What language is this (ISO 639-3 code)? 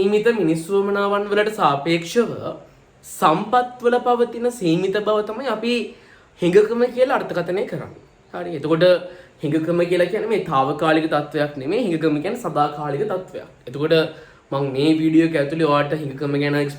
sin